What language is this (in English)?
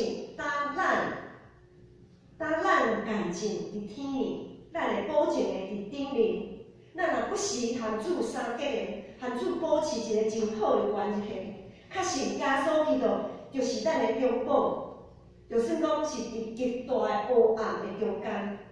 Min Nan Chinese